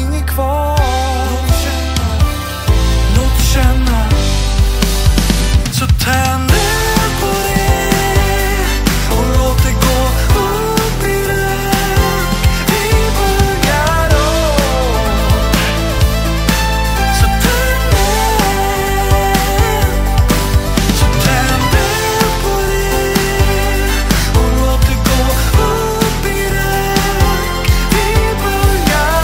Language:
Swedish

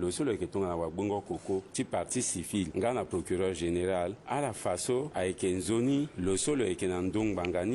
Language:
Sango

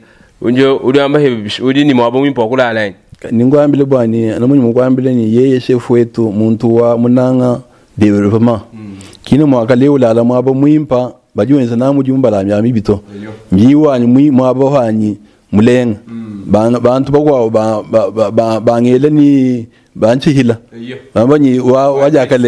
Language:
Luba-Lulua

